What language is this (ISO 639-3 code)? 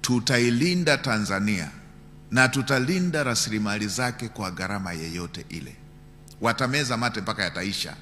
swa